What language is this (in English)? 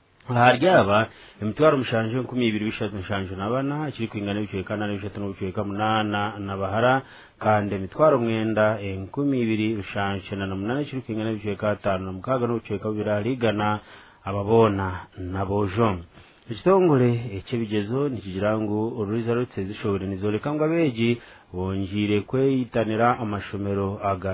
Nyankole